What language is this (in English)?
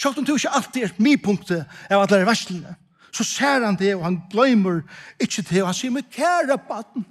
Faroese